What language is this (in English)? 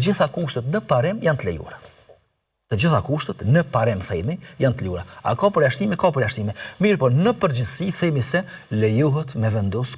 Albanian